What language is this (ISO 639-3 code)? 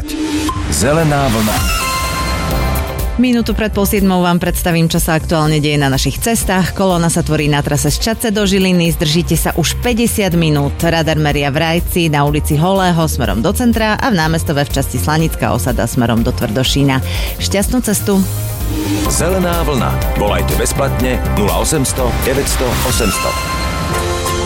slk